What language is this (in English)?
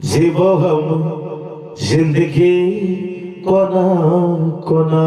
Maithili